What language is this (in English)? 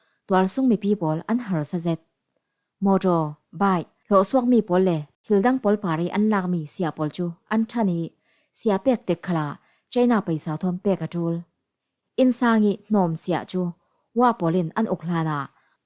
Falam Chin